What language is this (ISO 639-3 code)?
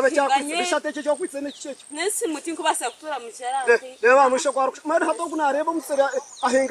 nyn